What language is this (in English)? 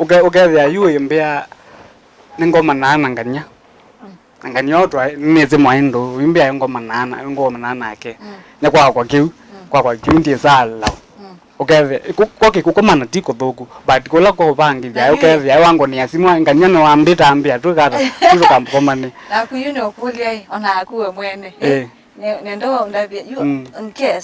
Kamba